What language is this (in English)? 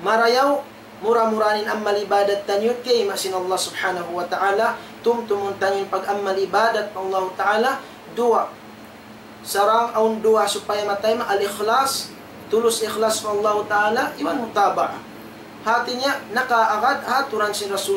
Tausug